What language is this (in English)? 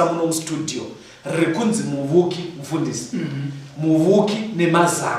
Shona